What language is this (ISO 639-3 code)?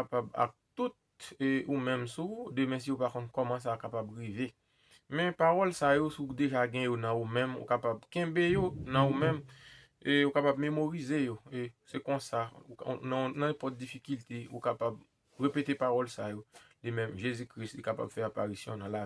hat